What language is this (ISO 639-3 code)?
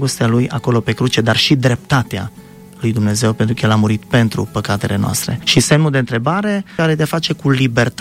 ron